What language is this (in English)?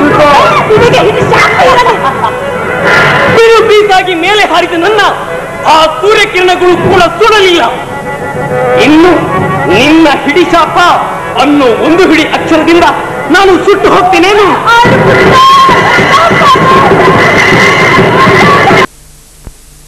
Kannada